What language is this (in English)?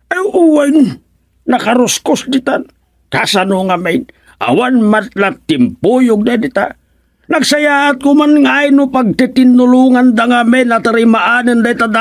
Iloko